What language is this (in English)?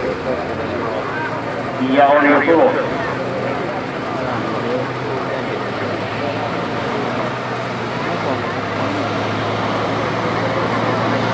Finnish